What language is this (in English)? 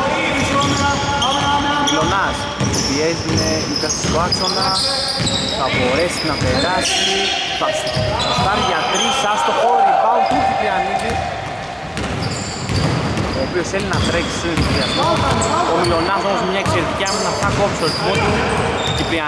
Greek